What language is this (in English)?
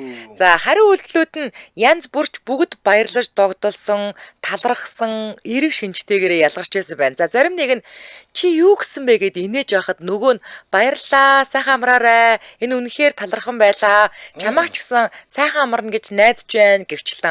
Mongolian